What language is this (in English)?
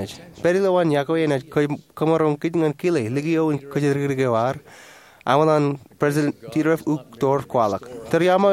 Marshallese